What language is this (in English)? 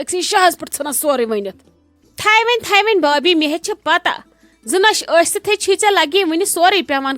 Kashmiri